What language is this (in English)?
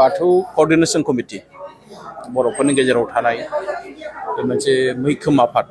Bodo